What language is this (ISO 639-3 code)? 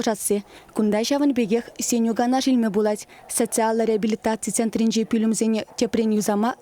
chv